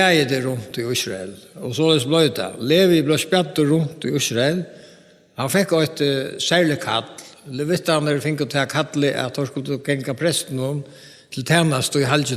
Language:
Faroese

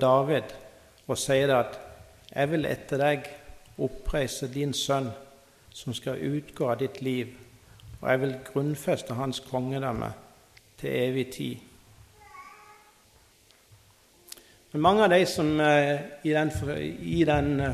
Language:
Norwegian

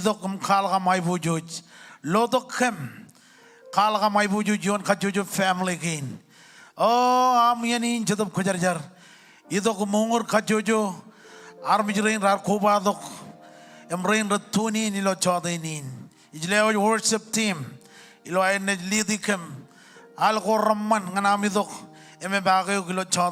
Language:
Marshallese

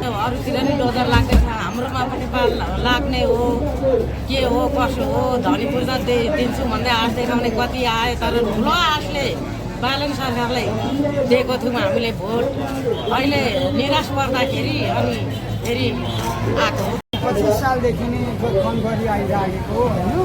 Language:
Nepali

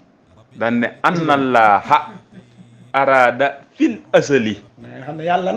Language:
Wolof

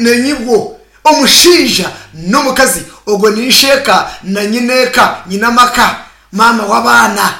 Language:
Nyankole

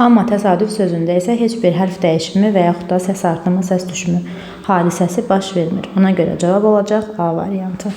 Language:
Azerbaijani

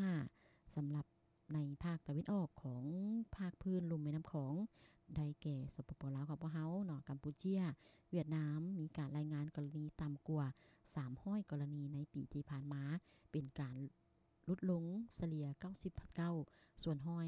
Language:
Lao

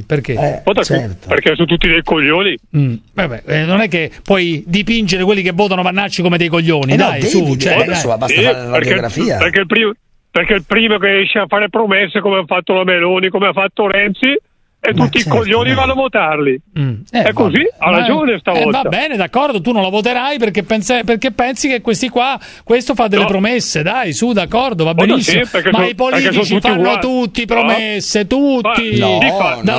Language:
Italian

